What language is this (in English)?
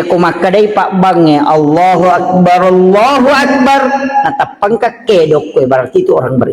Buginese